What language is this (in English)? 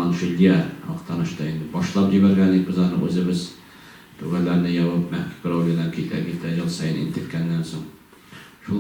Tatar